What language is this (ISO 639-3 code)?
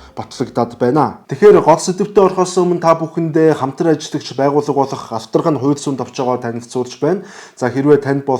mon